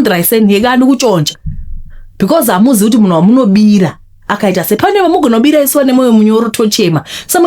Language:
Shona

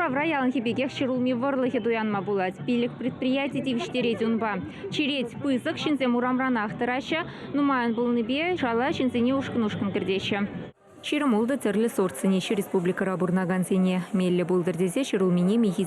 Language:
Chuvash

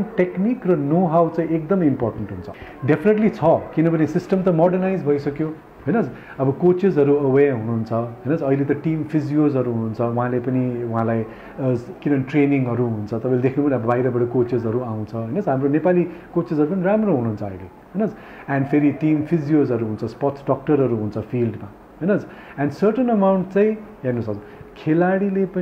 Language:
Nepali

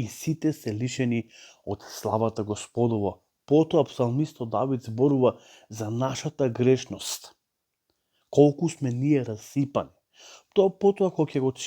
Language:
Macedonian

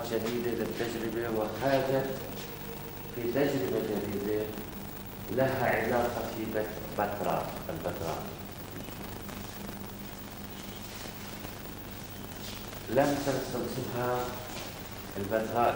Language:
Arabic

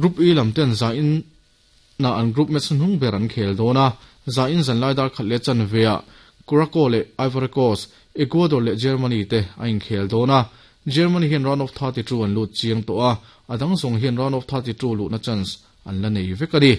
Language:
Mizo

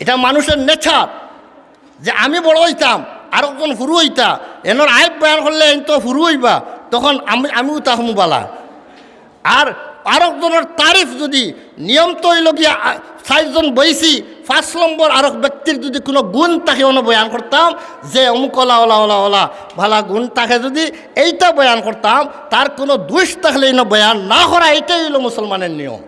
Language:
Sylheti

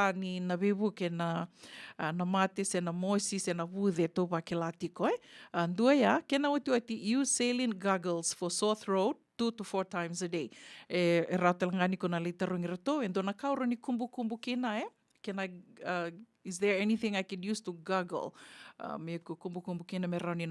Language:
Fijian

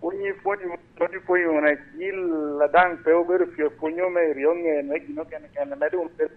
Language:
Lango (Uganda)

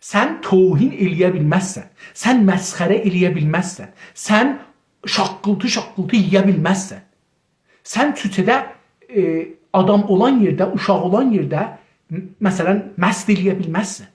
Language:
South Azerbaijani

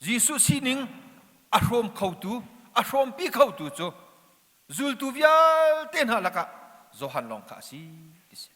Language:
Hakha Chin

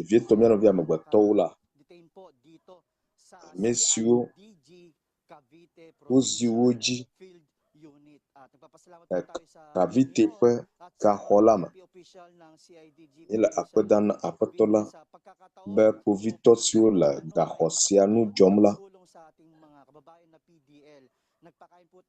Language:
Ewe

